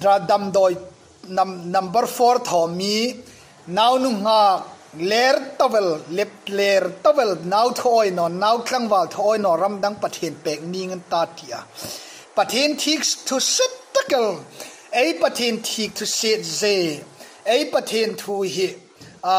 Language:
Hmar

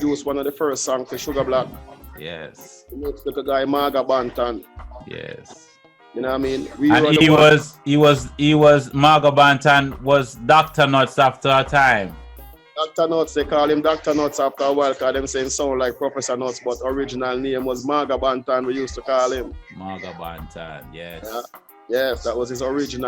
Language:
Jamaican Creole English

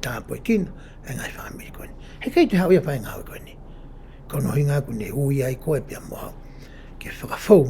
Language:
Tongan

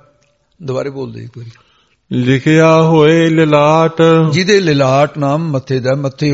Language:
Punjabi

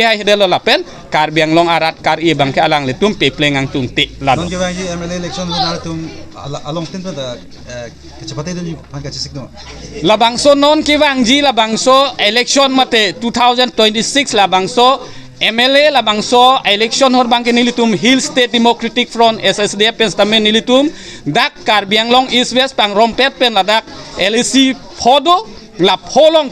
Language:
Karbi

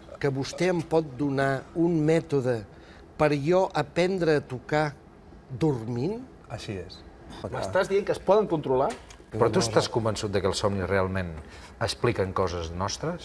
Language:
Catalan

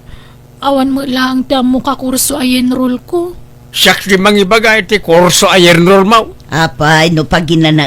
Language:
Iloko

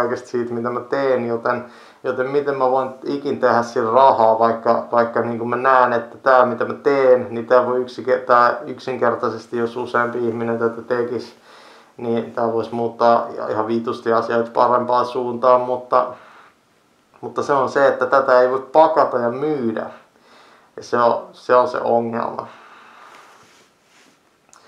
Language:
Finnish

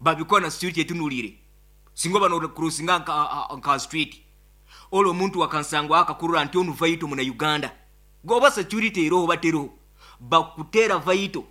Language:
Nyoro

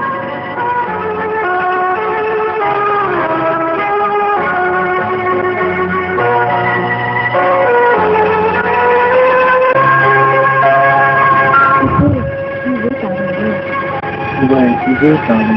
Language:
Poumei Naga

